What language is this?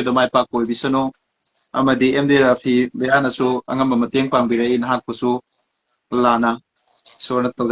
Manipuri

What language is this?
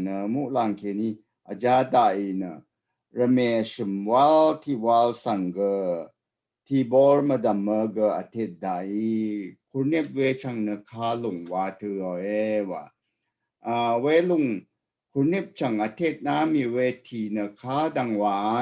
Rawang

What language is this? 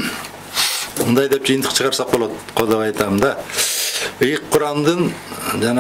Kyrgyz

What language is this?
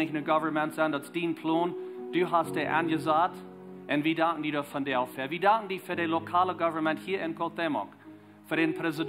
Plautdietsch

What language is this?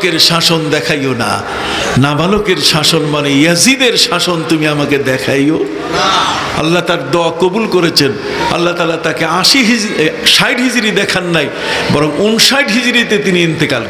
Bangla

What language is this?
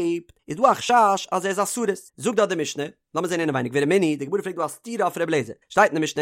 Yiddish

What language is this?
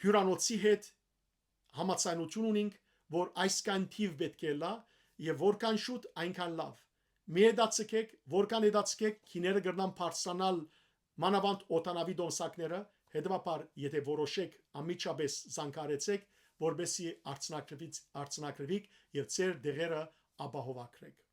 Western Armenian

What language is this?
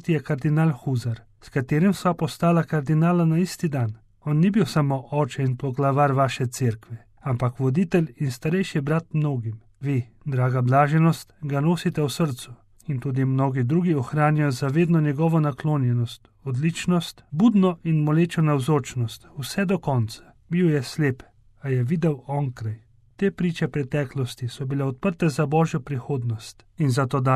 Slovenian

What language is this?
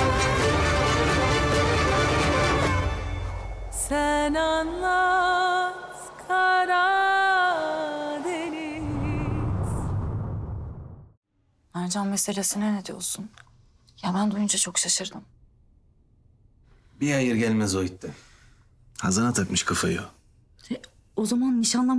Turkish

